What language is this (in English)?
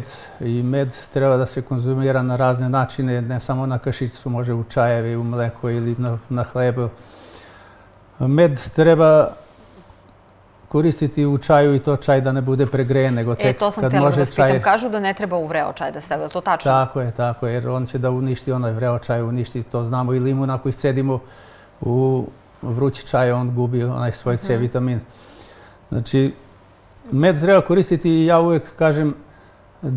Serbian